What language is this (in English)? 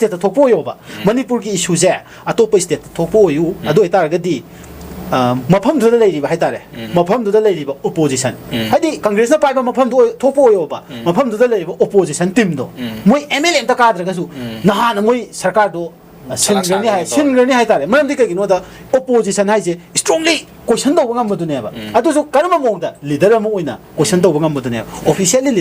Manipuri